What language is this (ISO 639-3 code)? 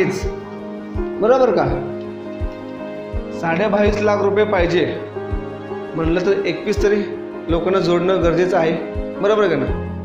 mar